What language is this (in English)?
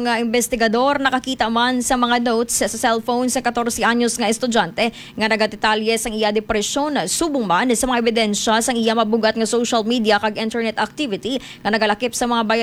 Hiligaynon